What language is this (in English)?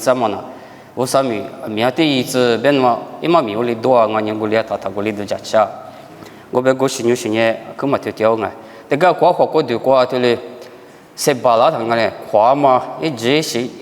Lisu